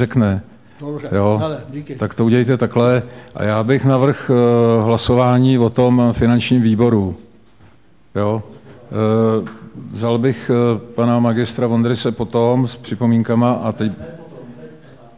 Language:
Czech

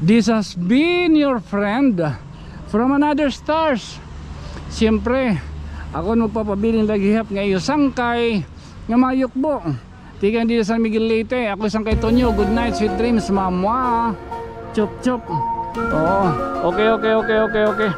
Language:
Waray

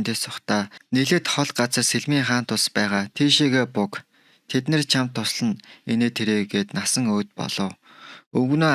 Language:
Mongolian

